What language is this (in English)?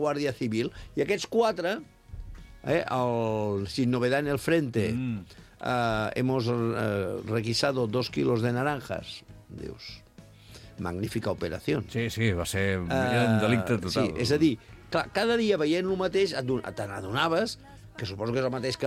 Catalan